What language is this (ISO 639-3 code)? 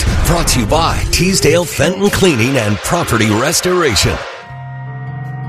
eng